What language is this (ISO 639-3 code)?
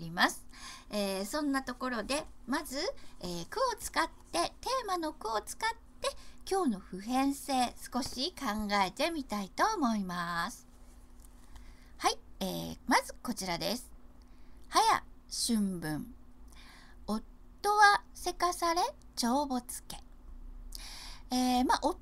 jpn